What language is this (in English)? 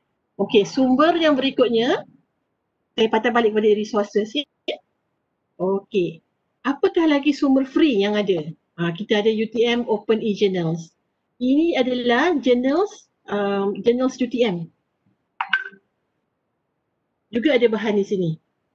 Malay